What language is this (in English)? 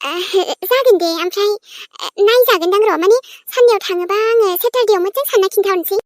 Bodo